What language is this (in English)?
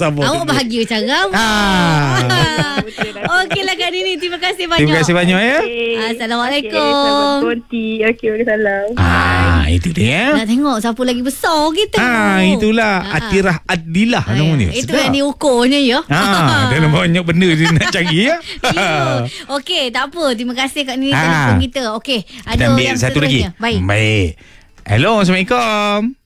Malay